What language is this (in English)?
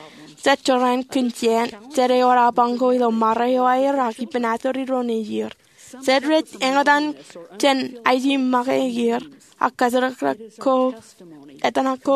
Marshallese